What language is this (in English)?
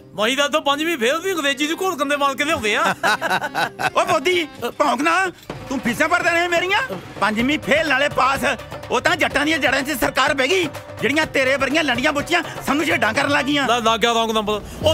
Punjabi